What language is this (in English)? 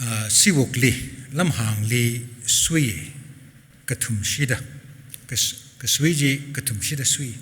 Tangkhul Naga (India)